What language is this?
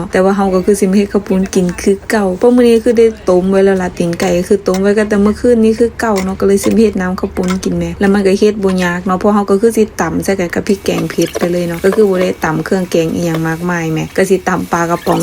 Lao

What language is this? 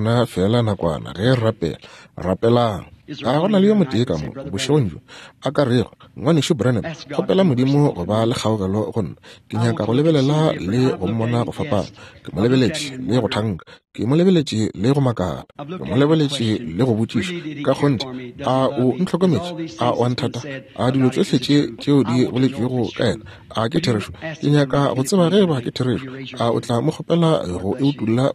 Northern Sotho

